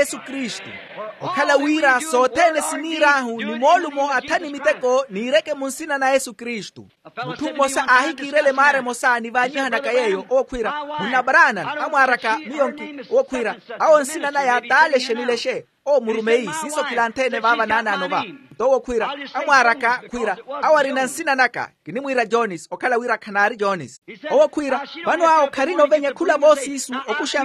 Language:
Makhuwa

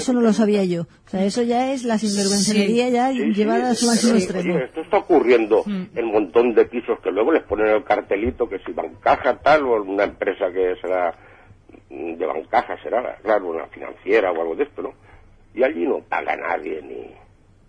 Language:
Spanish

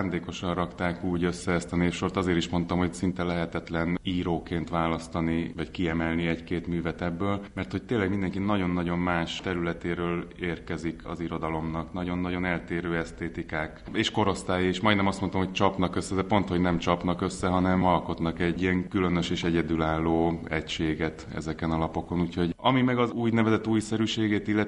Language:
Hungarian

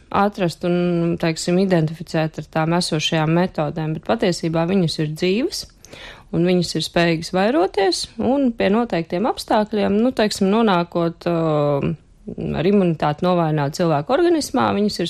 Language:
Latvian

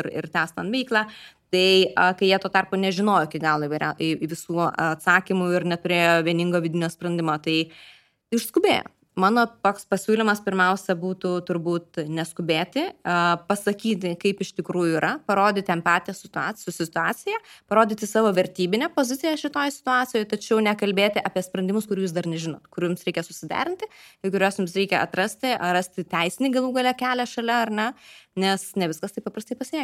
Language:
Lithuanian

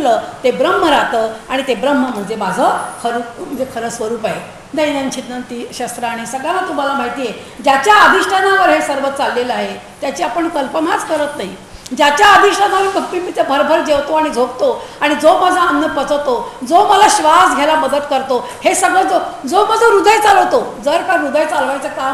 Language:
Marathi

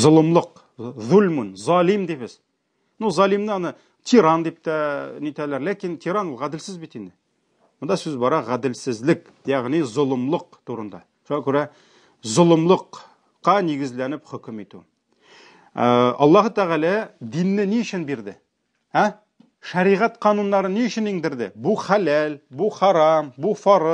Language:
Tatar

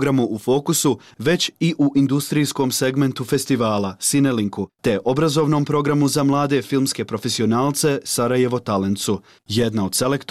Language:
Bosnian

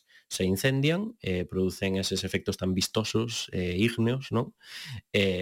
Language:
Galician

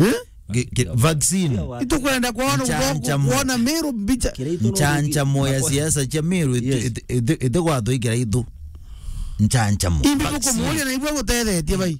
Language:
Meru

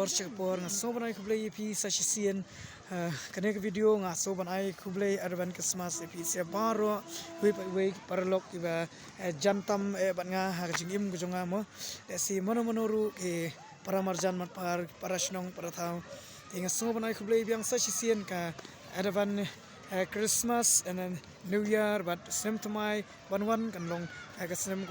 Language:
Khasi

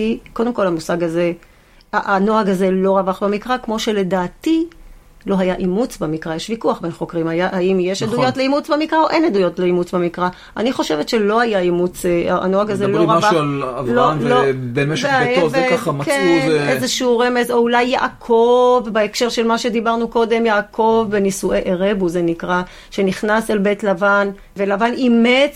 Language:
Hebrew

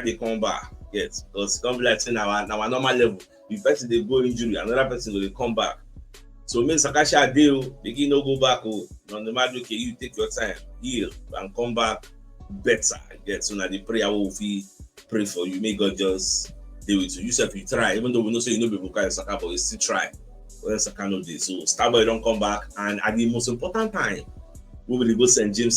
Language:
Nigerian Pidgin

